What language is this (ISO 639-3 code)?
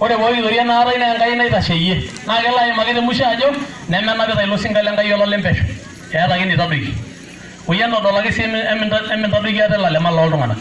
mas